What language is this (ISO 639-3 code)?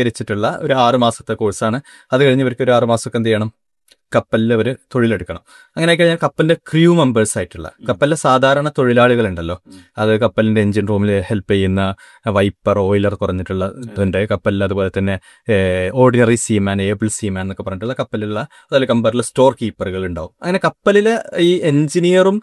mal